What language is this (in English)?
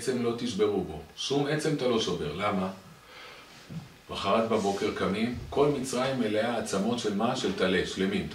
Hebrew